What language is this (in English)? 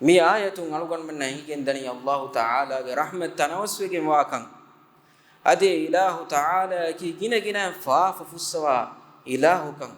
Divehi